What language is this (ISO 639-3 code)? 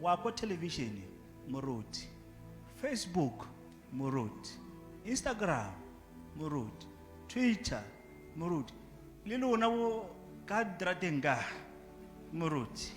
tsn